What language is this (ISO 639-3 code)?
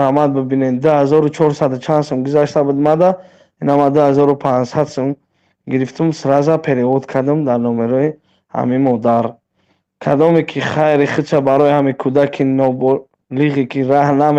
tgk